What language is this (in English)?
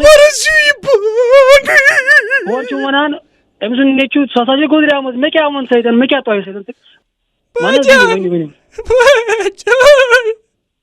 Kashmiri